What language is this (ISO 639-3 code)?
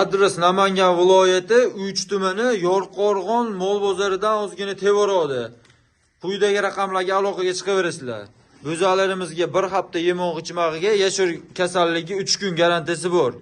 uzb